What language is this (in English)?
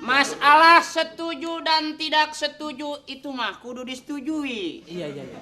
Betawi